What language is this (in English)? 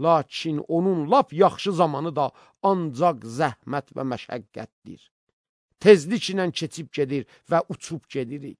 Azerbaijani